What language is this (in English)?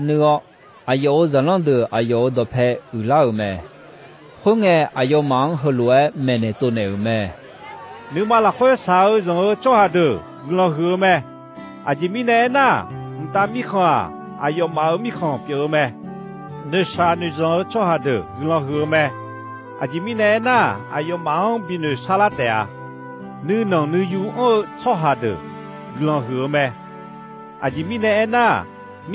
Akha